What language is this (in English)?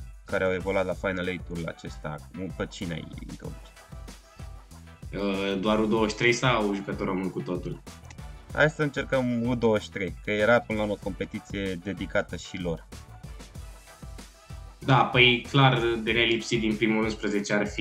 Romanian